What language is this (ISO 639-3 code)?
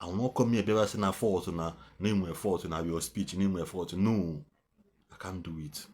ibo